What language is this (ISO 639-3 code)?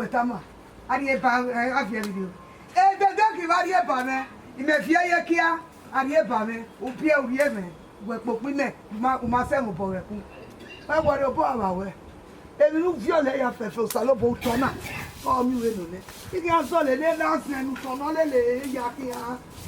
bin